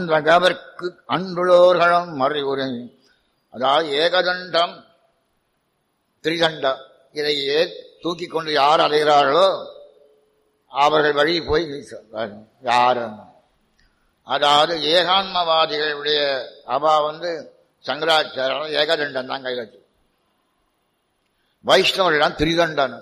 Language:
Tamil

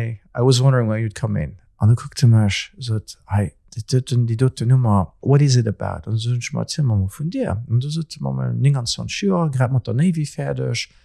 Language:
Luxembourgish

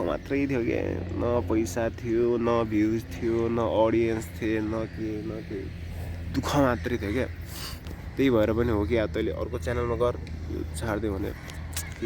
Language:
Nepali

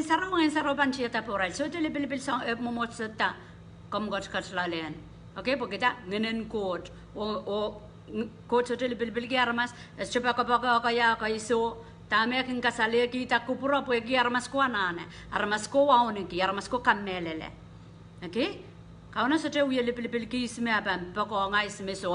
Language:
Pohnpeian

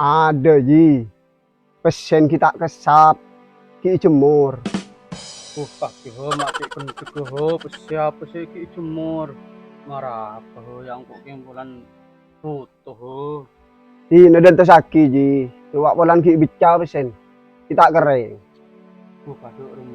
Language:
Madurese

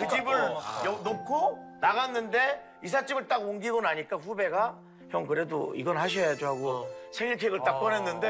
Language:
Korean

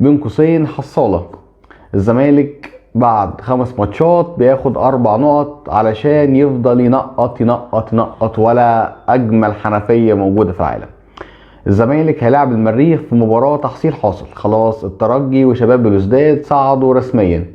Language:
Egyptian Arabic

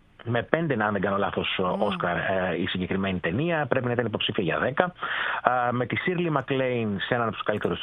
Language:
Greek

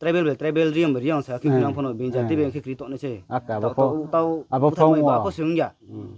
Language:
Riang (India)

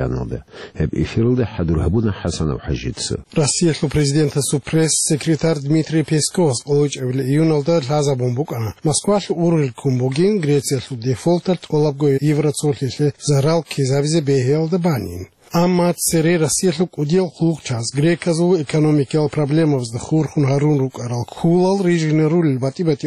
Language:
Avaric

